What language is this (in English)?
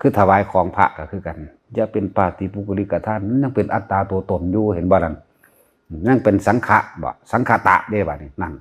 Northeastern Thai